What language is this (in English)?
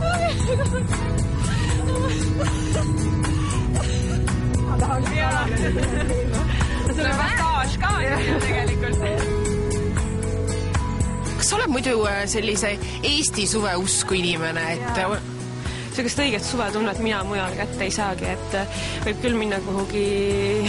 Estonian